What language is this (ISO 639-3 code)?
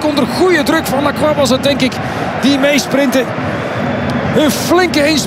nld